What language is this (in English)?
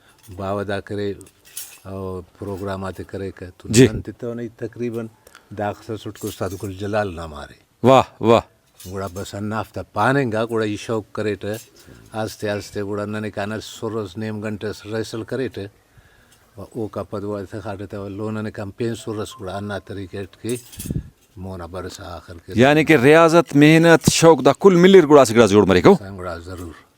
Brahui